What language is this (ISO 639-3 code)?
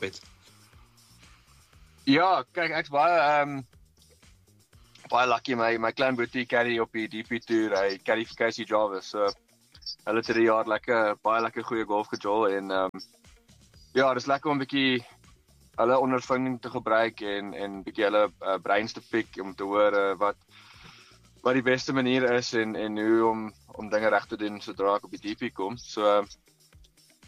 afr